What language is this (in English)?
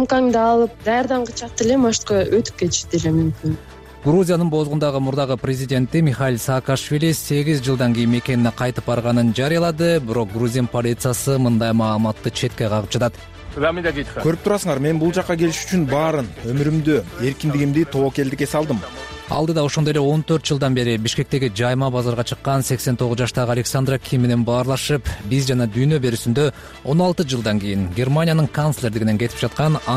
Kyrgyz